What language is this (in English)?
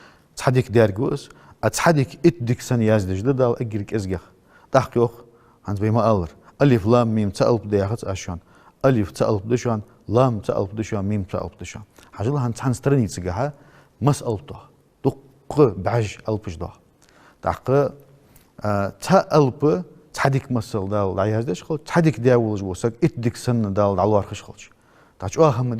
Ingush